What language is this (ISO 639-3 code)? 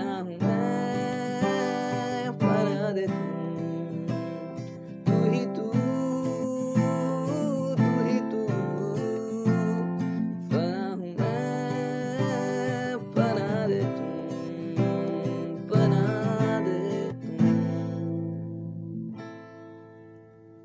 hin